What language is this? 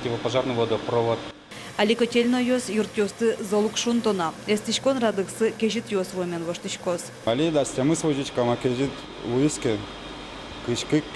Udmurt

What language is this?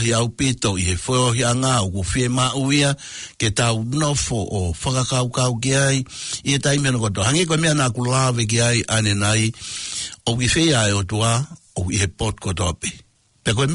Tongan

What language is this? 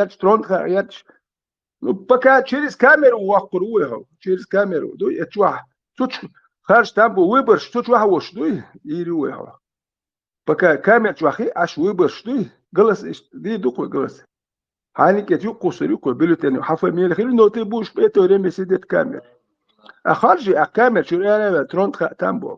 Chechen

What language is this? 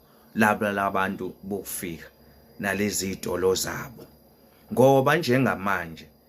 Zulu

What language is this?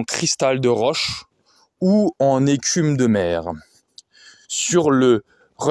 French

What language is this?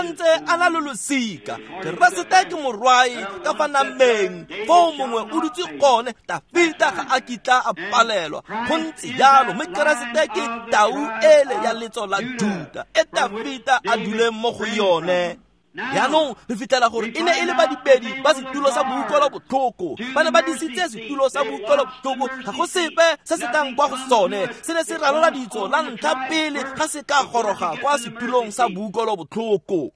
Tswana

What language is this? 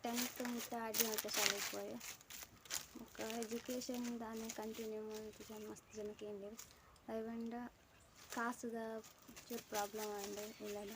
Tulu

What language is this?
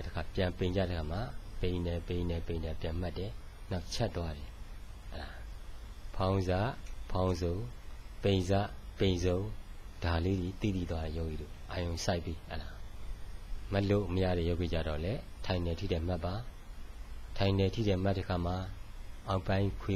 Burmese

